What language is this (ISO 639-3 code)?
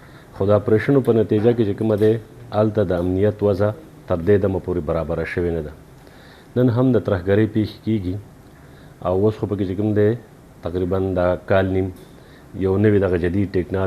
pus